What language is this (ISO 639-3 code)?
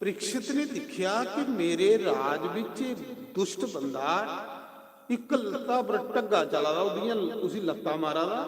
doi